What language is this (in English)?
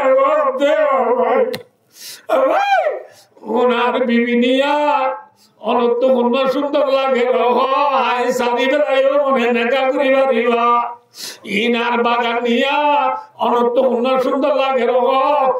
Rohingya